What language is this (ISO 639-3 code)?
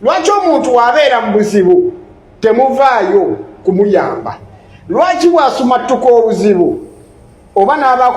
lug